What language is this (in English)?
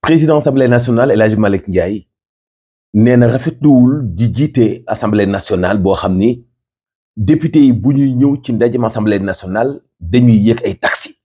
Wolof